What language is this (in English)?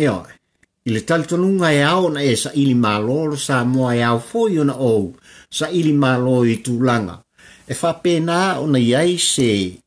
Samoan